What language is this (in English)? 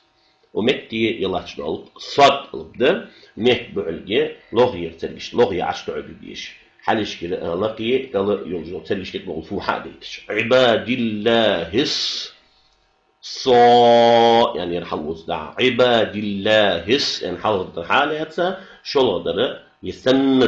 Ingush